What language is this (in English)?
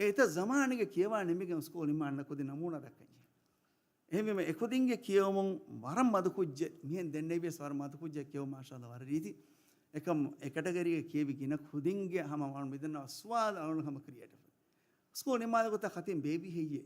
Divehi